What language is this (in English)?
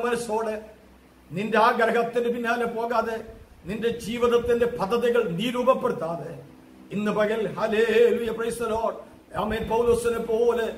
Malayalam